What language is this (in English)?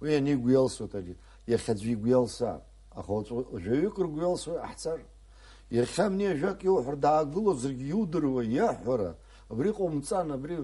Abkhazian